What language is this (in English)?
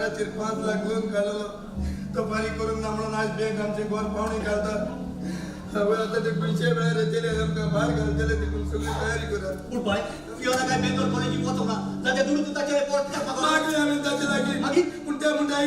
Konkani